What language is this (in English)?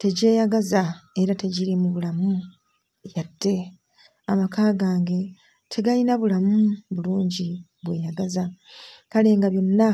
Ganda